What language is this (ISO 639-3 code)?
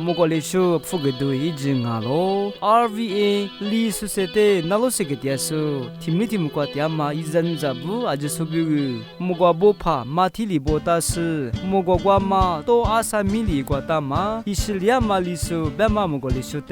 lis